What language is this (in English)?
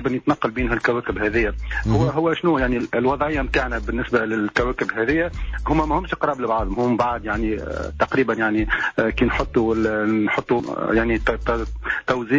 Tunisian Arabic